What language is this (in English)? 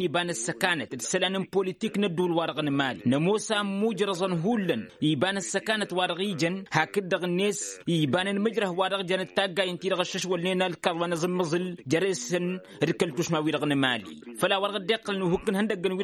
Tamasheq